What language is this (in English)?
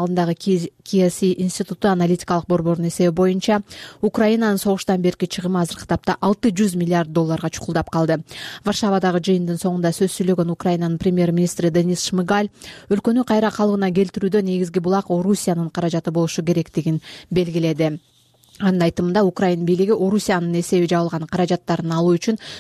Kyrgyz